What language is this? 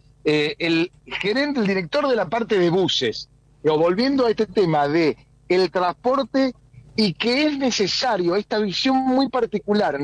Spanish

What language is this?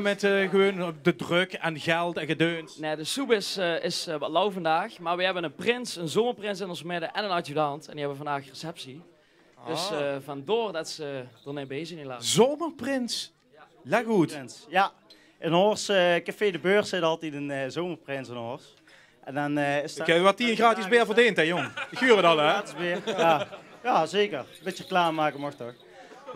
Limburgish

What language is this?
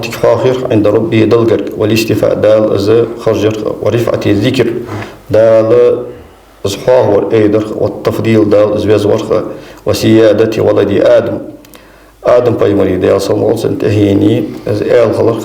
Ingush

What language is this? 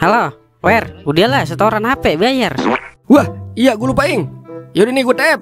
Betawi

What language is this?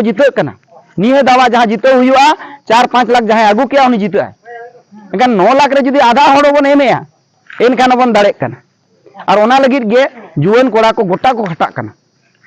Santali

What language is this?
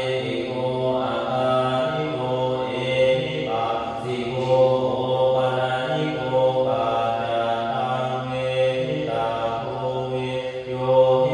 Pali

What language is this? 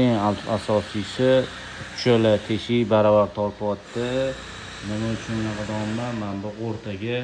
Uzbek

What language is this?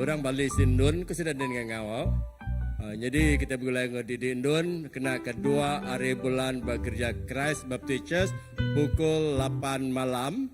Iban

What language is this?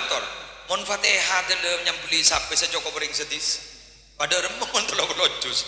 Madurese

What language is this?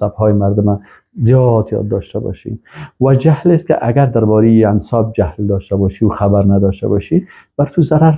Persian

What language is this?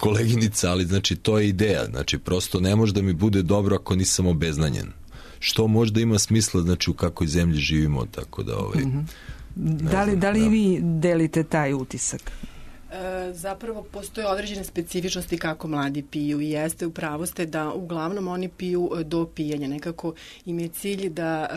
Serbian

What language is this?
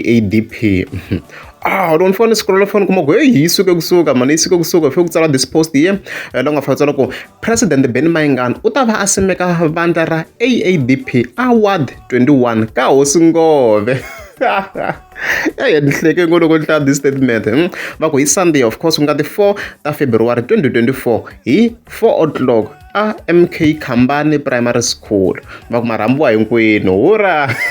Tsonga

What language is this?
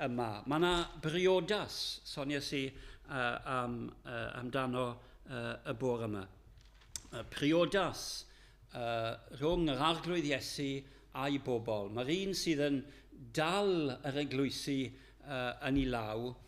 Welsh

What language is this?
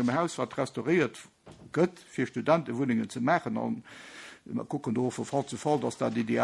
Luxembourgish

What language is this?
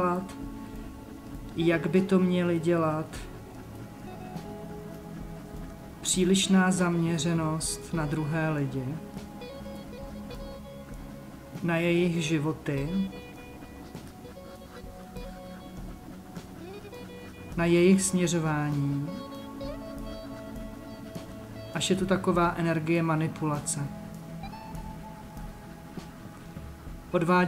Czech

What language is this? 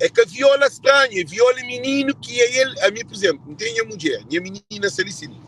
Kabuverdianu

